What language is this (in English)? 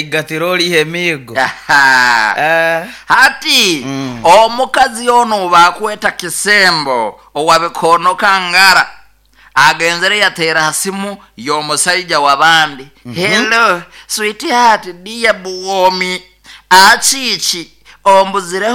Nyoro